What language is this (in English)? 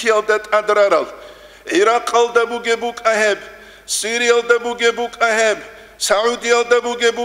Avaric